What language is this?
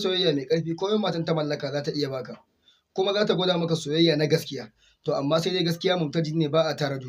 Hausa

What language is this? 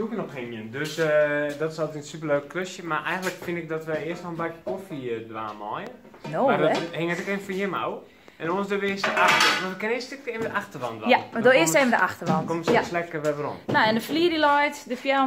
Western Frisian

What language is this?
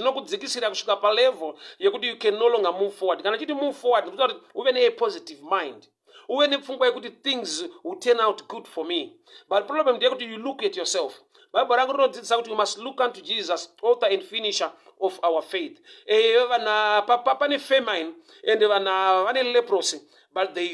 Shona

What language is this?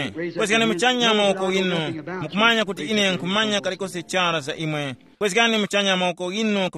Tumbuka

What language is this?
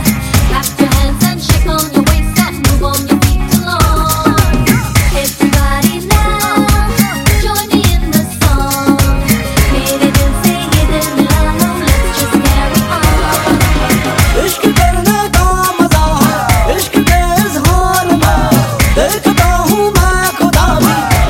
Hindi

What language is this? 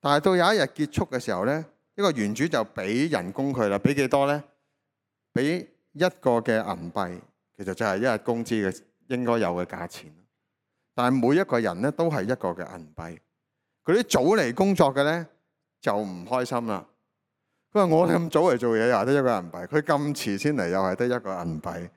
Cantonese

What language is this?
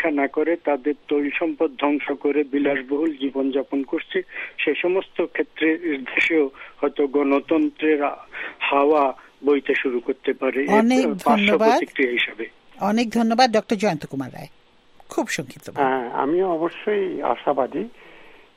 Bangla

